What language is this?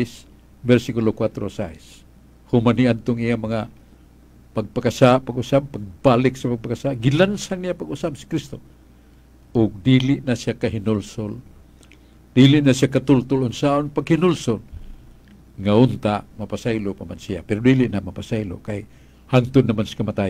Cebuano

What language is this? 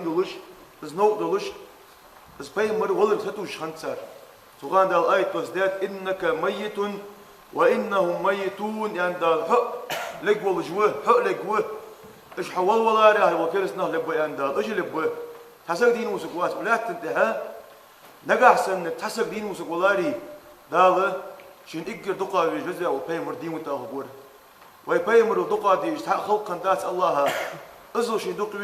Ingush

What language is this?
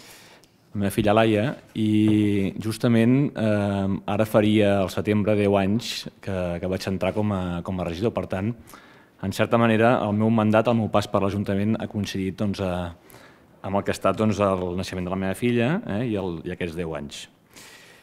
Catalan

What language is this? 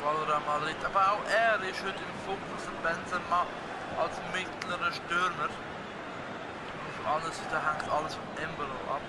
Swiss German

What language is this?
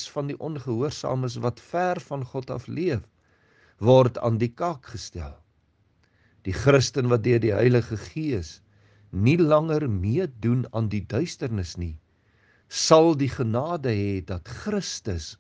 Afrikaans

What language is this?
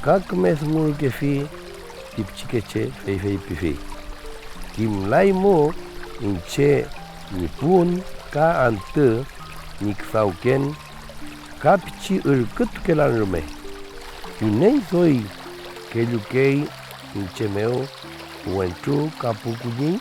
Mapuche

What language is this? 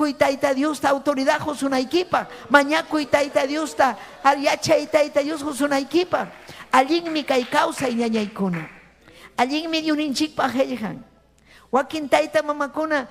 Ayacucho Quechua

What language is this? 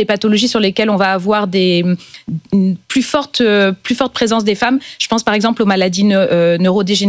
French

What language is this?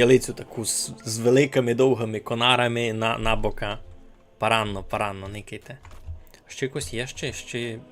Rusyn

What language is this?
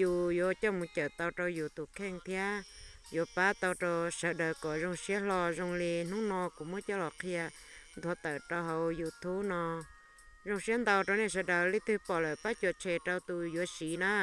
Hmong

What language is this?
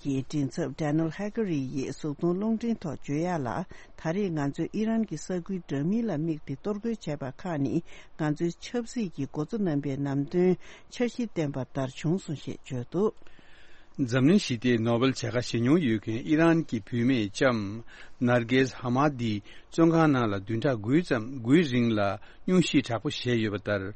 Tibetan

